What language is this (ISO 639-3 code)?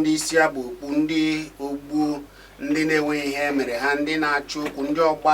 ibo